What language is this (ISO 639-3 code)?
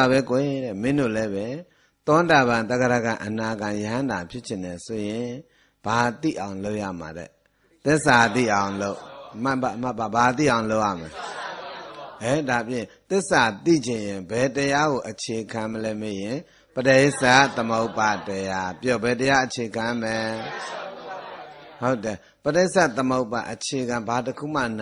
mya